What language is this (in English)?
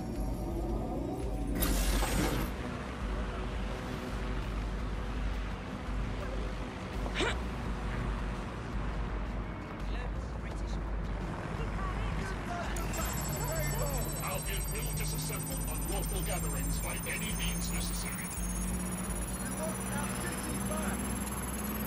English